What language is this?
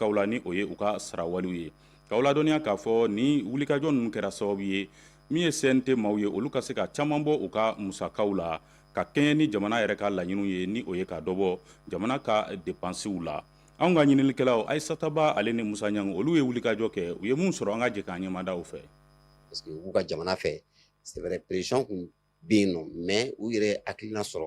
Bambara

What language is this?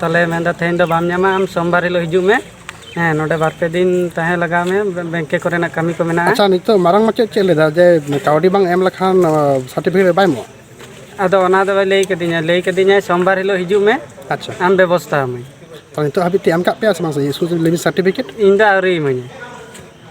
Santali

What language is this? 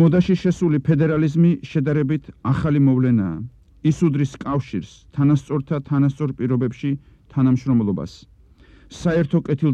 Georgian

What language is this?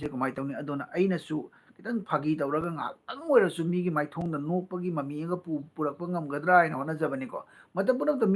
Manipuri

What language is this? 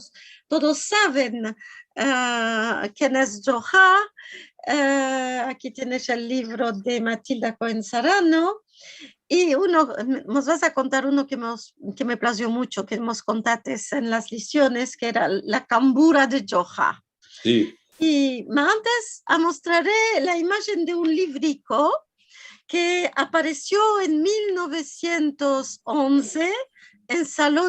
Ladino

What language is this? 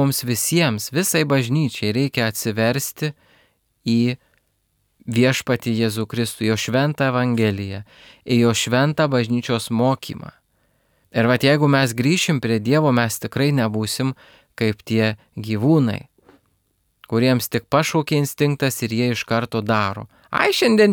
Lithuanian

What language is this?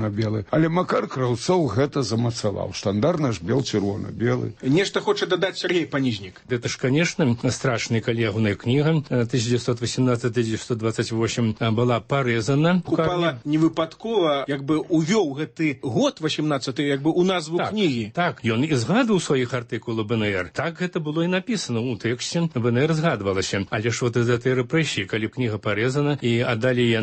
Belarusian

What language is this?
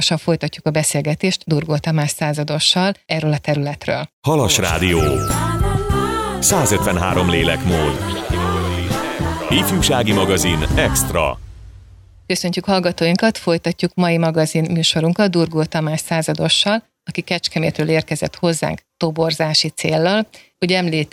Hungarian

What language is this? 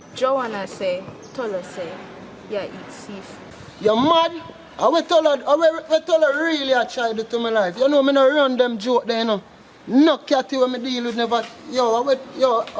Jamaican Creole English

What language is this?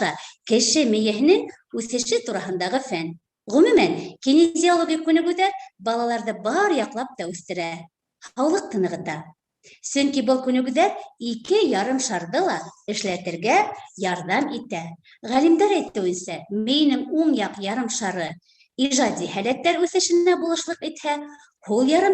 Bashkir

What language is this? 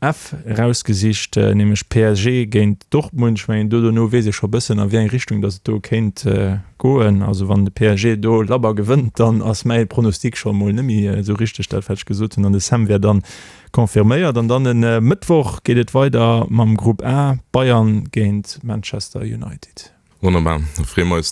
Luxembourgish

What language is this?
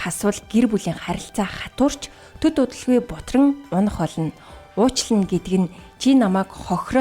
Mongolian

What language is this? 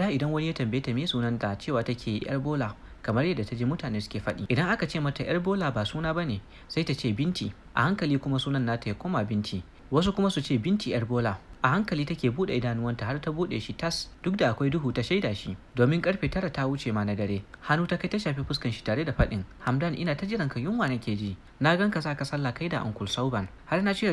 Hausa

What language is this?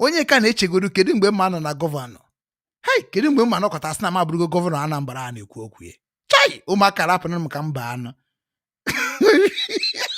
Igbo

